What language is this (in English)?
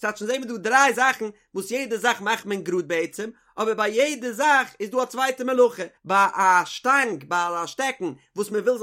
Yiddish